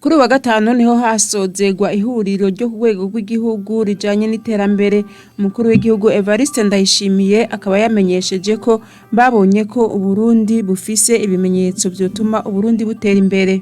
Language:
Rundi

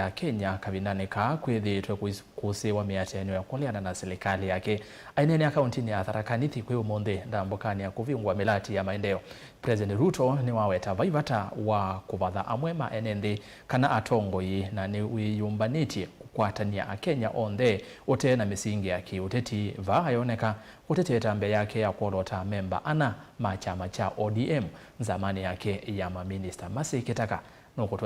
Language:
Kamba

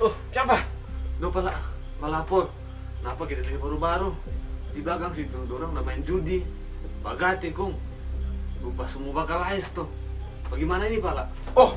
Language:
Manado Malay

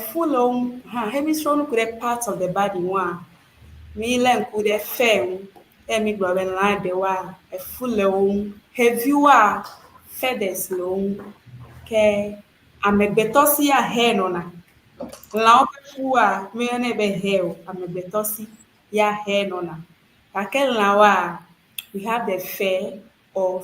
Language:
Ewe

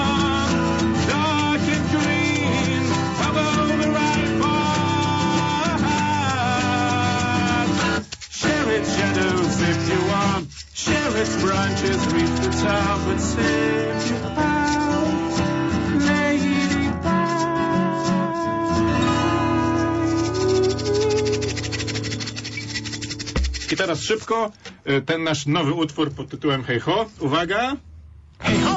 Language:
Polish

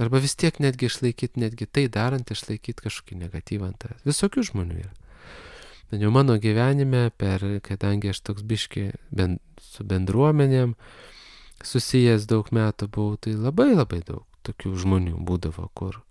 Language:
Lithuanian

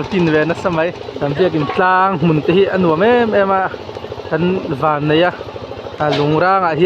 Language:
Mizo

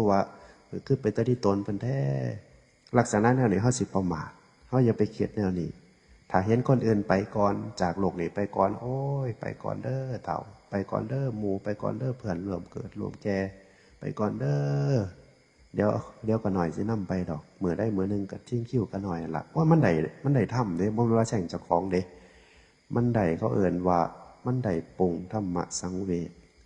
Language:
Northeastern Thai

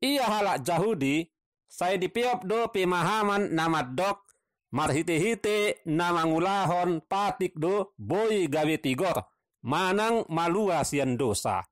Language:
Batak Toba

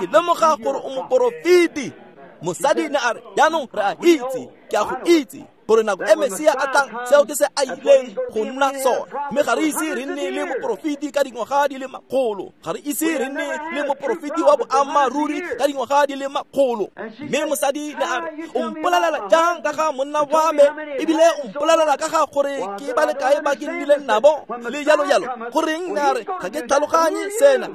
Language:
Tswana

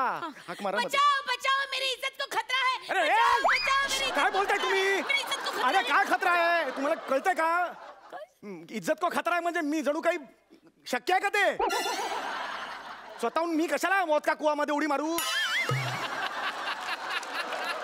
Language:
Marathi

